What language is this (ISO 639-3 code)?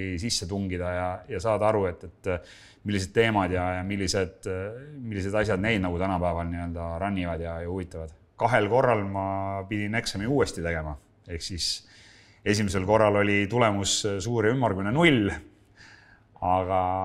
est